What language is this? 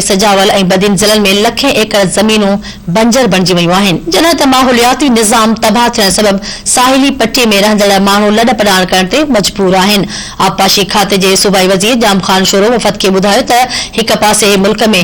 Sindhi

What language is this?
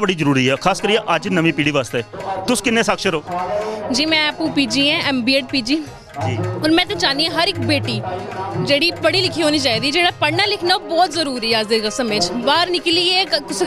Dogri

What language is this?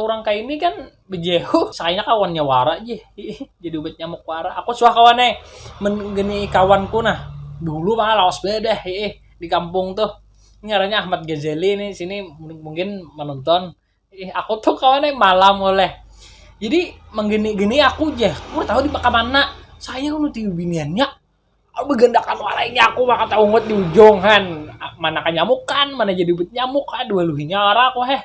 Banjar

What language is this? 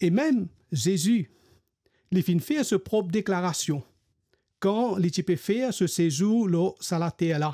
Morisyen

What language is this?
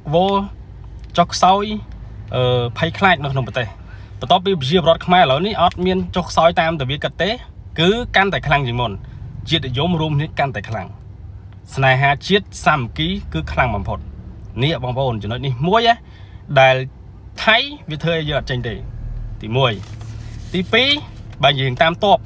Khmer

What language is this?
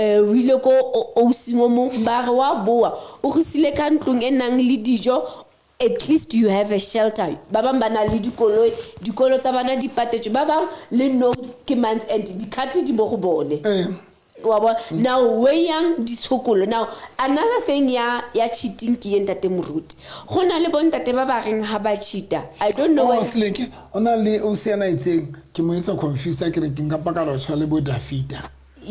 Southern Sotho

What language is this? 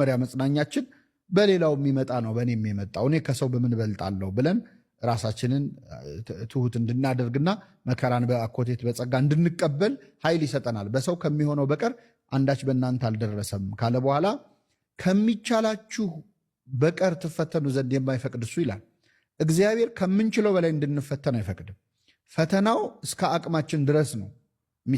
Amharic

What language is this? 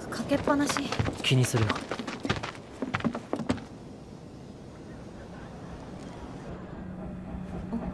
Japanese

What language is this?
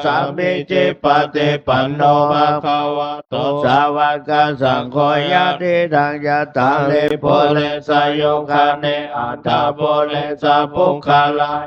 Pali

